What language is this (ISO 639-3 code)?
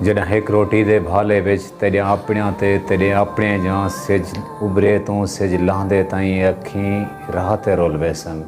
skr